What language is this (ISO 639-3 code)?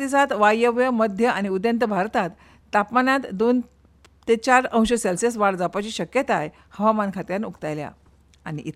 kok